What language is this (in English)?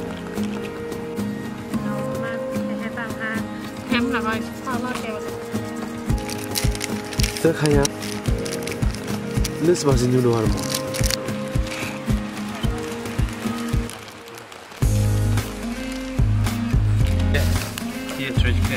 Vietnamese